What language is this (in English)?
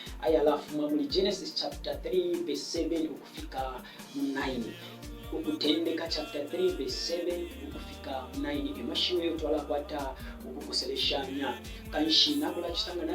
Bemba